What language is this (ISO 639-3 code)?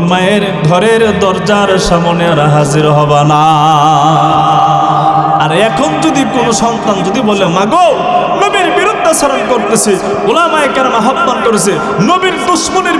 ben